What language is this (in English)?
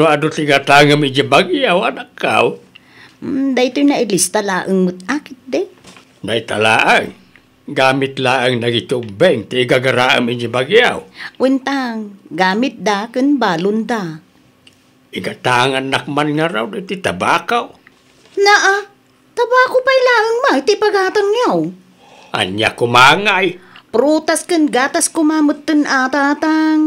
Iloko